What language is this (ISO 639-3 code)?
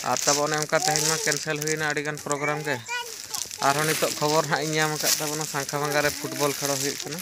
sat